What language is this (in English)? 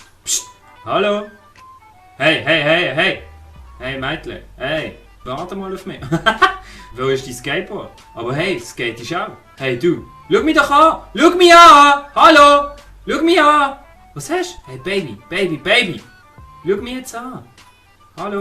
Swiss German